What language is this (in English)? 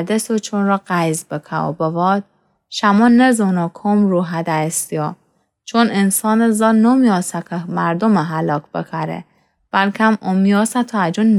Gilaki